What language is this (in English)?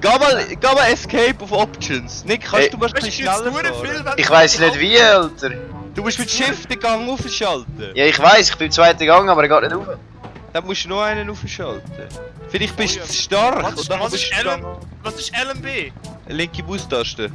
Swiss German